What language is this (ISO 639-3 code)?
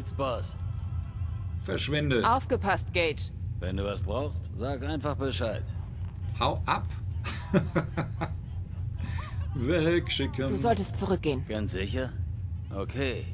deu